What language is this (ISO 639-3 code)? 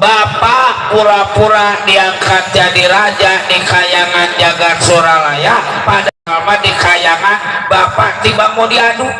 bew